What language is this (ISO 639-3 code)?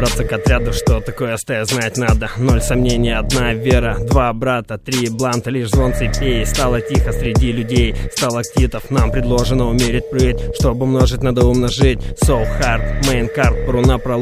rus